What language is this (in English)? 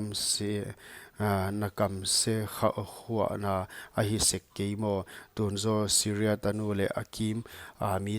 Paite Chin